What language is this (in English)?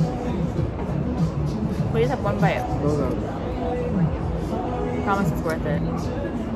English